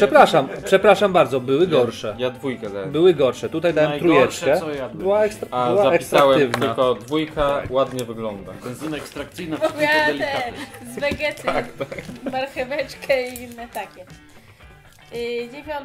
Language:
Polish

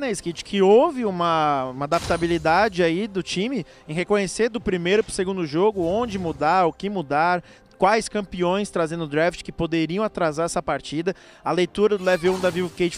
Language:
Portuguese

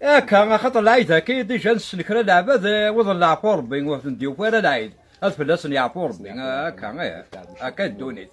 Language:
Kabyle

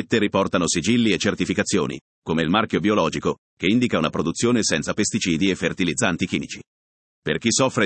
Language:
Italian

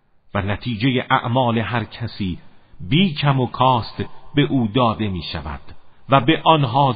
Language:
Persian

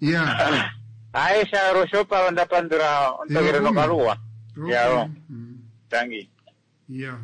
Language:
Kuanyama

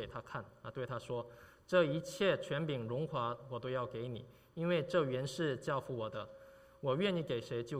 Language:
Chinese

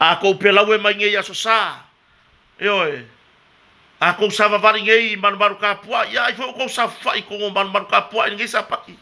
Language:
Samoan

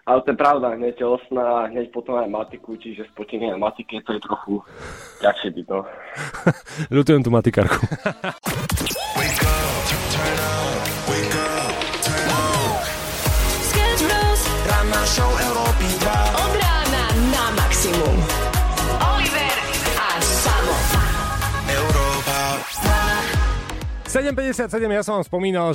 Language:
Slovak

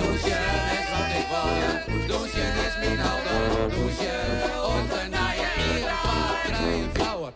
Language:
Western Frisian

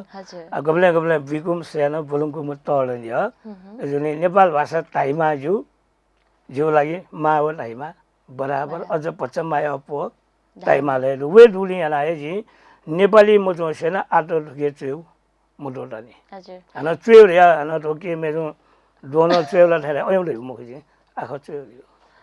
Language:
Newari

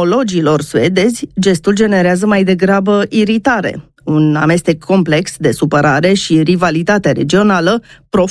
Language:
Romanian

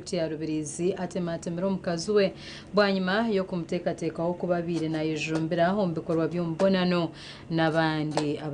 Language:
Nyankole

